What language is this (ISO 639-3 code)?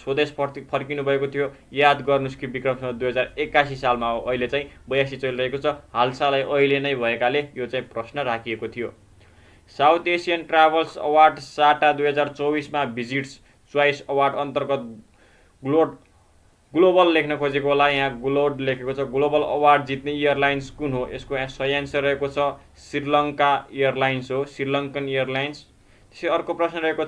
nep